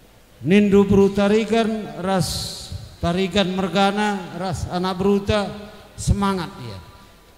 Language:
Batak Karo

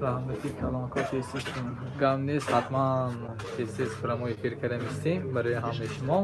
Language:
Tajik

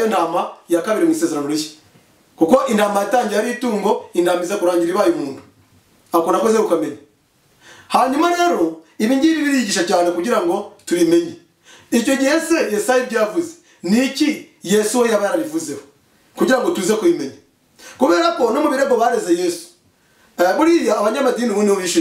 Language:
Kinyarwanda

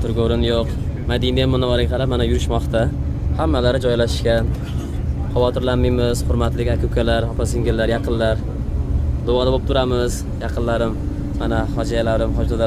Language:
Uzbek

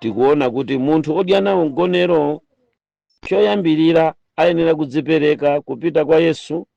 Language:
Nyanja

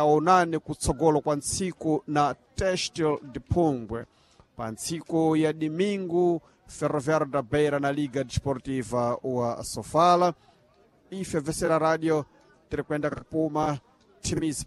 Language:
Sena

